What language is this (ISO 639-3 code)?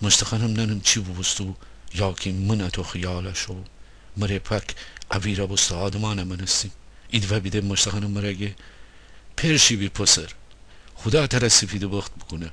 glk